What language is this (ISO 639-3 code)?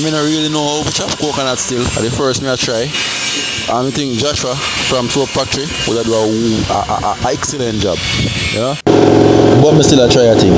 jam